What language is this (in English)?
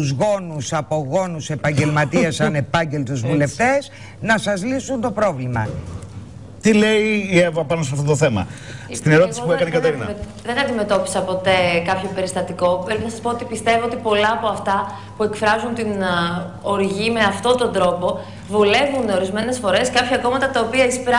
Greek